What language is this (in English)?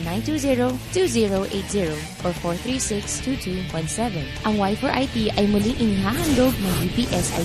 Filipino